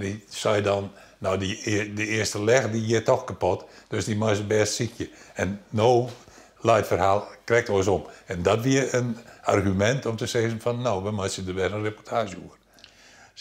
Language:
Western Frisian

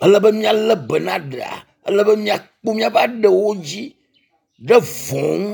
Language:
Ewe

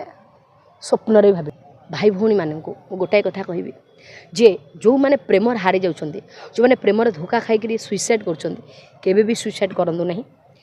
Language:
Odia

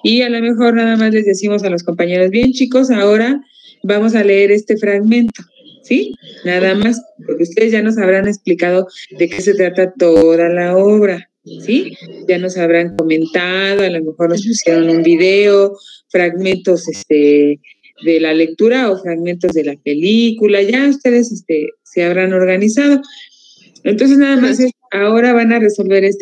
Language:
Spanish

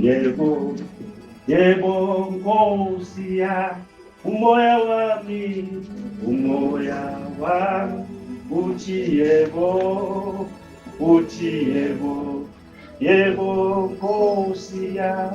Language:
Zulu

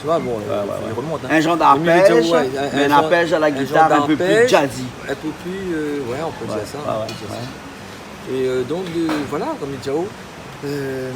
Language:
Réunion Creole French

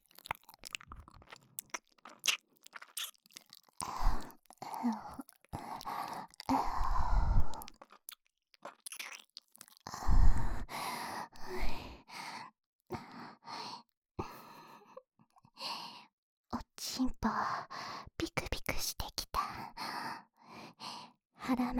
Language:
Japanese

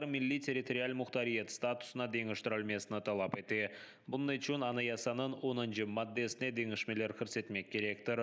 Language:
Crimean Tatar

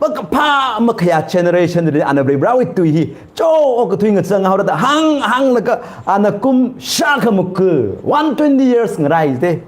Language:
Tangkhul Naga (India)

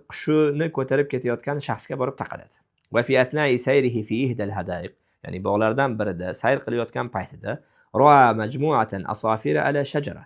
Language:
Uzbek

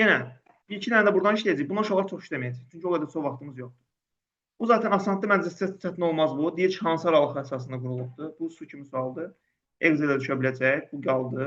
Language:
Azerbaijani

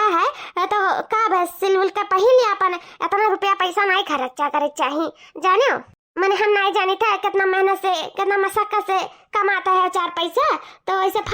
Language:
Awadhi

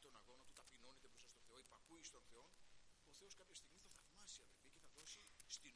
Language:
Greek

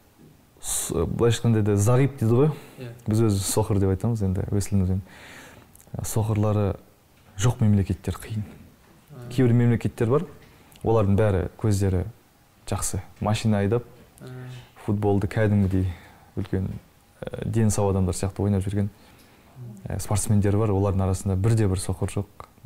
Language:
Kazakh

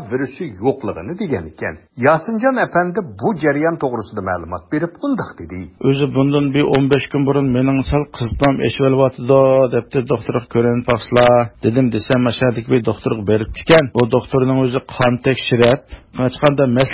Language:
Uyghur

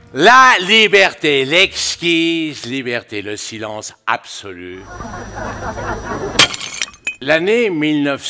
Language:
French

